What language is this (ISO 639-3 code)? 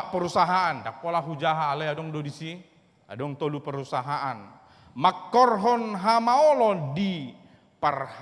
bbc